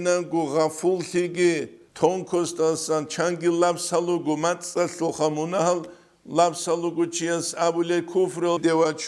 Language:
Avaric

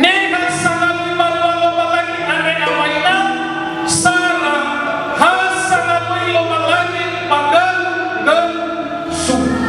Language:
Nias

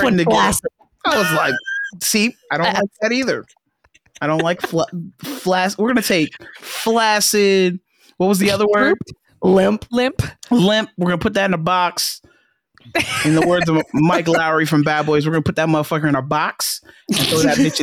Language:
English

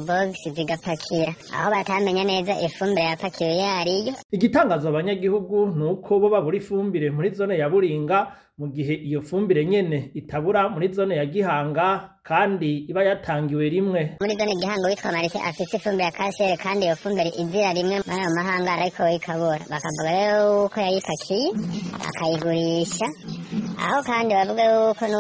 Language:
Rundi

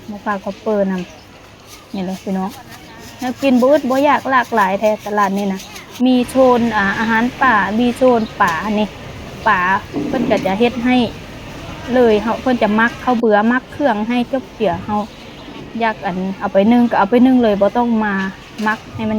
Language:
Lao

